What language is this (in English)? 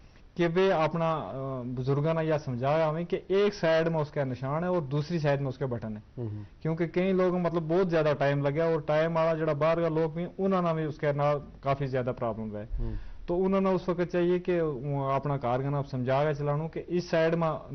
Gujari